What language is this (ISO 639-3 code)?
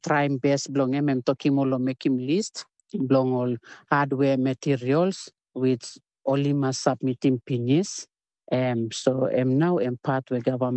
tpi